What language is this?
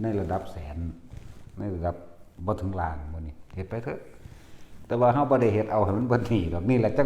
Northeastern Thai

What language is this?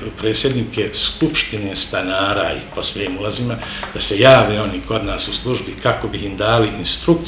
Serbian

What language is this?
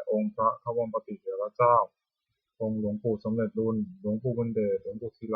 Pali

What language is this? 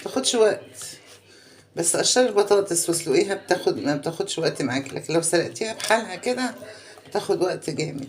Egyptian Arabic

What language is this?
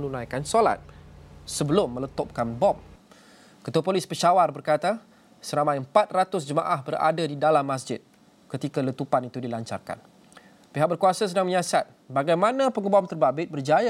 Malay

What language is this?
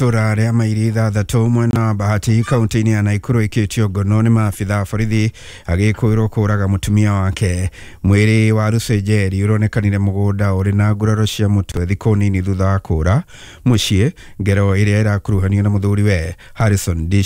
Kikuyu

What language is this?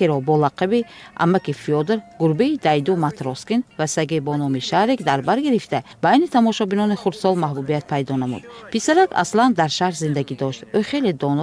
Tajik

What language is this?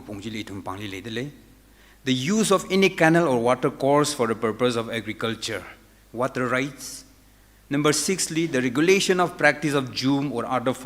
Tangkhul Naga (India)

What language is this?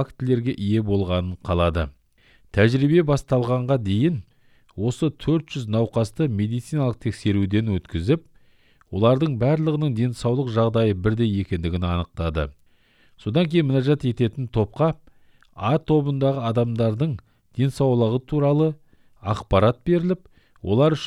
Kazakh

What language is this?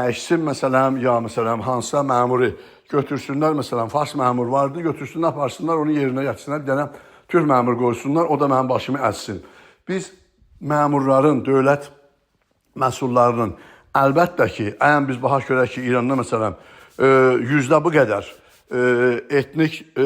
South Azerbaijani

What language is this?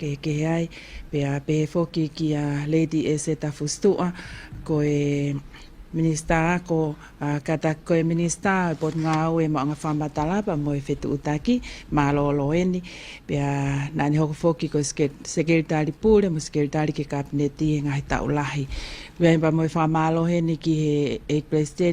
Tongan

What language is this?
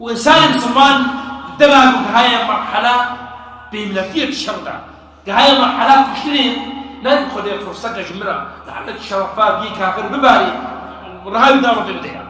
Kurdish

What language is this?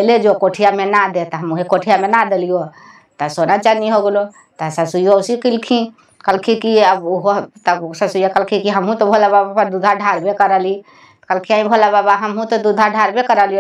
Magahi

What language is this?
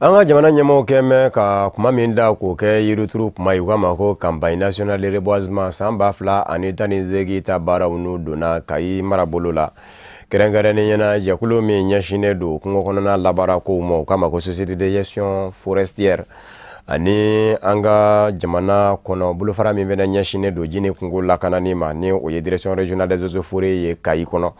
Bambara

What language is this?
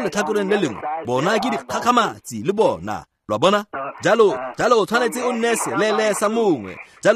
Tswana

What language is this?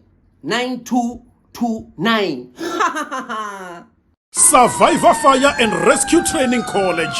Venda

